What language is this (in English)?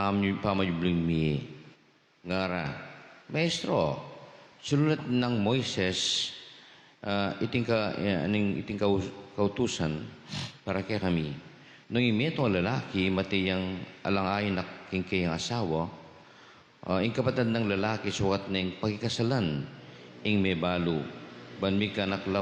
Pampanga